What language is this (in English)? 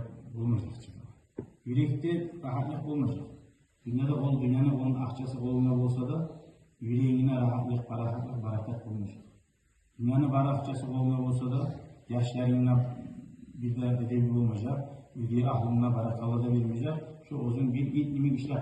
Kumyk